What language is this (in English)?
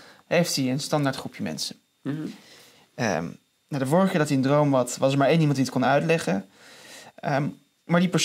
Dutch